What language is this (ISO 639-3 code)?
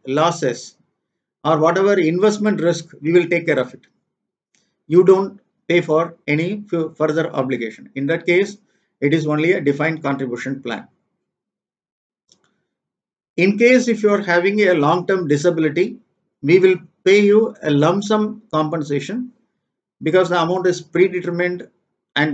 eng